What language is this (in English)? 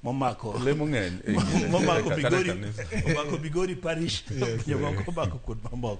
Luo (Kenya and Tanzania)